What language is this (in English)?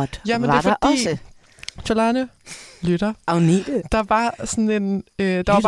Danish